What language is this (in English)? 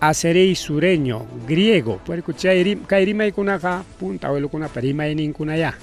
Ayacucho Quechua